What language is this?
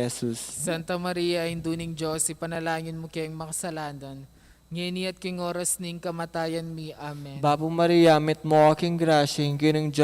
Pampanga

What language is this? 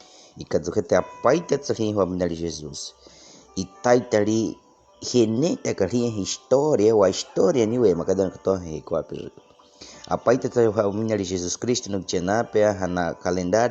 Baniwa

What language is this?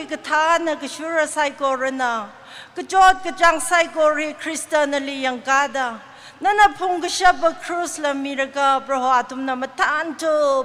Tangkhul Naga (India)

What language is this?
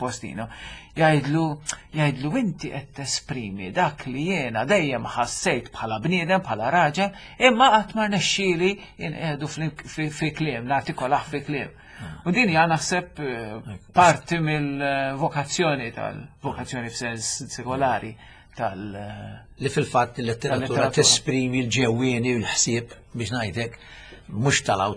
Maltese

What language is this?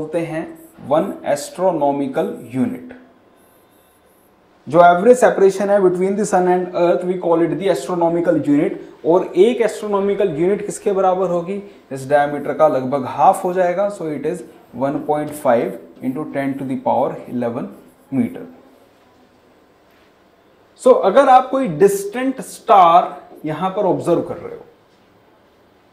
Hindi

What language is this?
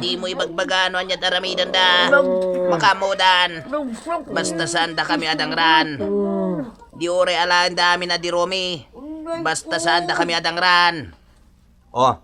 Iloko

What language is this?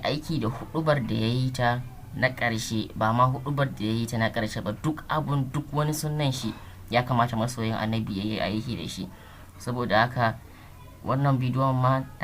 Hausa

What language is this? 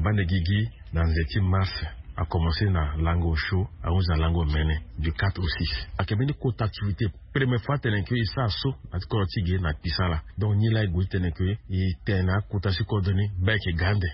Sango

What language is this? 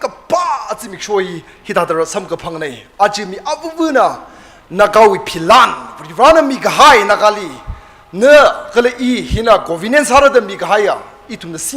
Tangkhul Naga (India)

